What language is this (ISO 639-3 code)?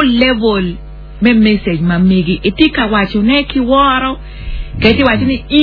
ach